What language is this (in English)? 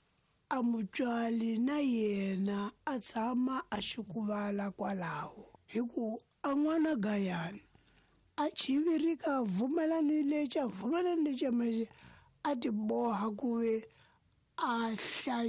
Tsonga